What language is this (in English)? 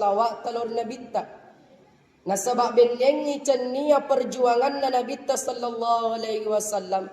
Buginese